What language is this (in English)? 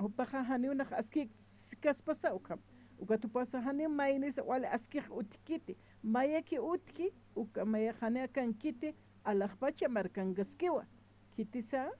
Aymara